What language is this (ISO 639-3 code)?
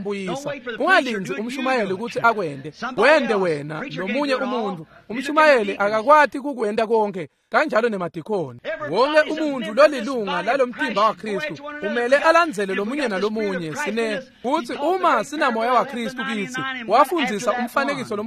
ssw